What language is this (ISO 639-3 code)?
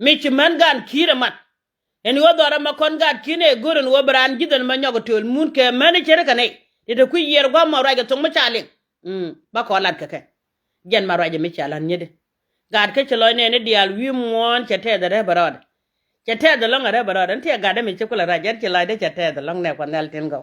nus